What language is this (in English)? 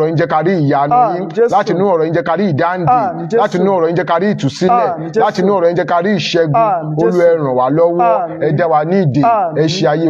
Yoruba